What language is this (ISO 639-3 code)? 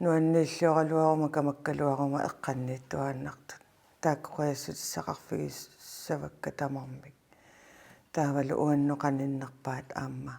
kal